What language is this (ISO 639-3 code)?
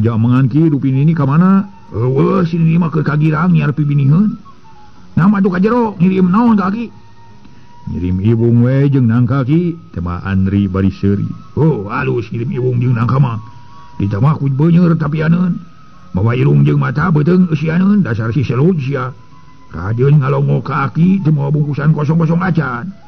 sun